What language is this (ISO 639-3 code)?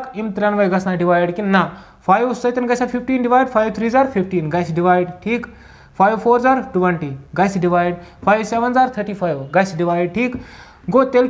kas